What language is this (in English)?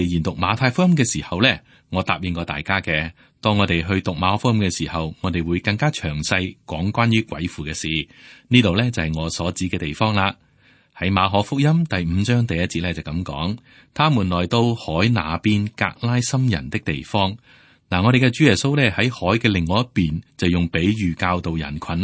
Cantonese